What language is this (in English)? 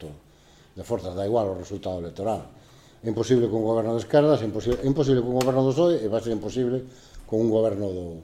Galician